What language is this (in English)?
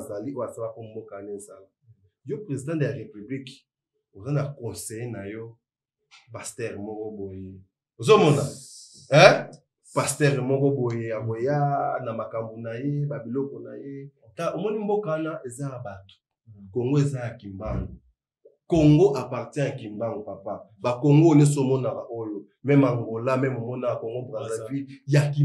Lingala